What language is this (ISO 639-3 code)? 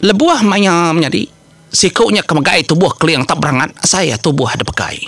iba